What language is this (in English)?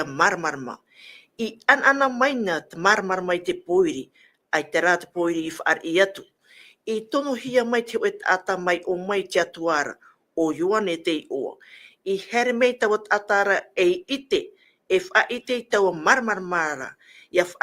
Tahitian